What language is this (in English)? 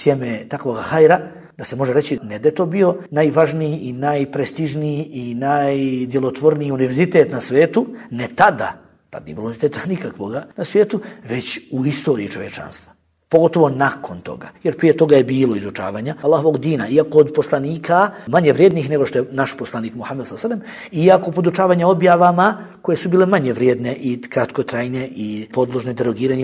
Bosnian